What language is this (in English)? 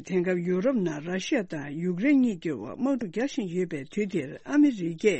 Tibetan